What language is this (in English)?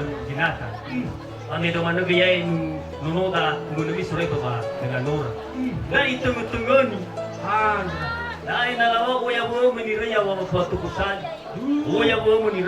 Nias